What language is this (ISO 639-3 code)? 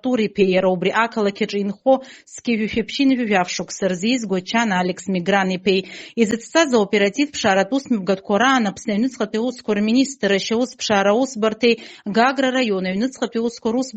abk